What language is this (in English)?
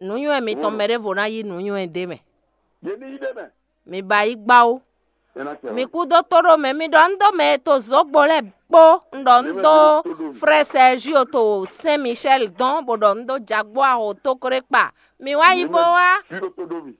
Fon